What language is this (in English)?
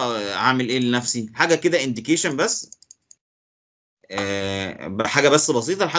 Egyptian Arabic